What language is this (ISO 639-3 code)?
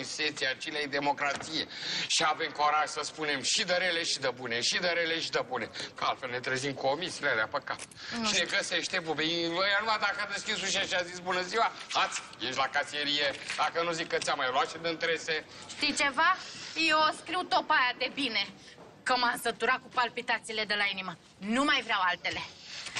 ron